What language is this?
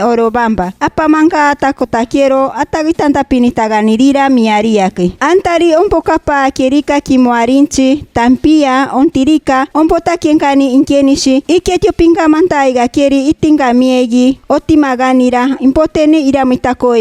Machiguenga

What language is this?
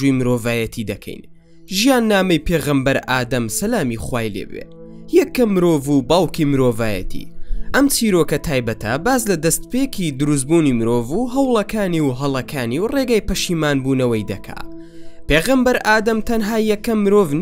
Central Kurdish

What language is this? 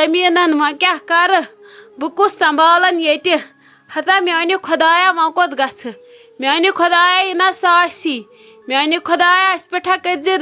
Kashmiri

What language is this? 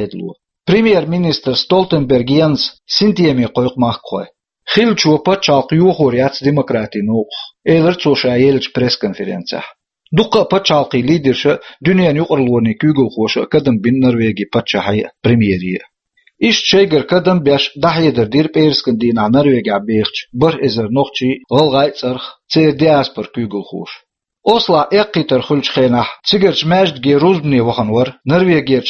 Chechen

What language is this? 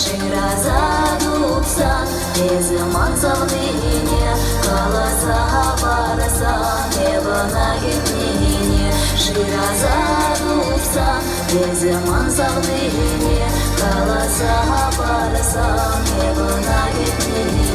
Chuvash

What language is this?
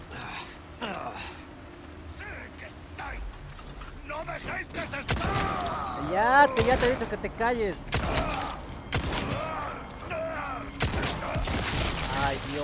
Spanish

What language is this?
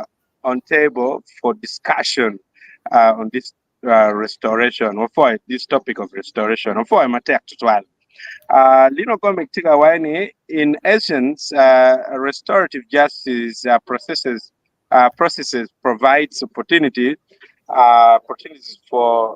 Acoli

